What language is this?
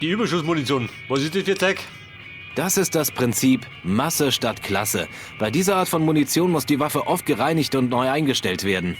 Bavarian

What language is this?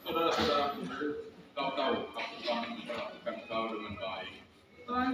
Betawi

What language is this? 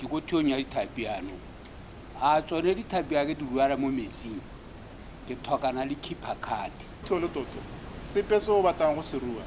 Tswana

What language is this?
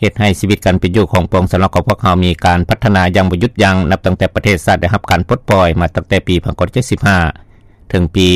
Lao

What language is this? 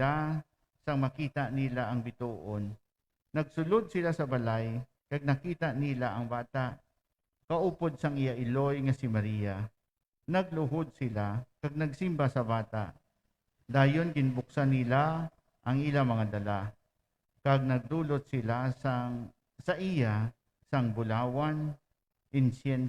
Hiligaynon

